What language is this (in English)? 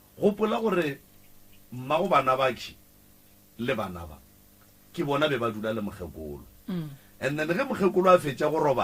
Northern Sotho